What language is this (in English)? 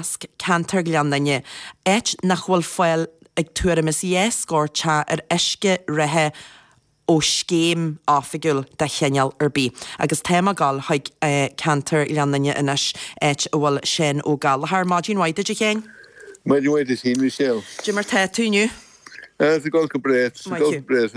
Irish